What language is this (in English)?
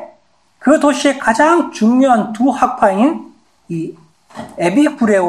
Korean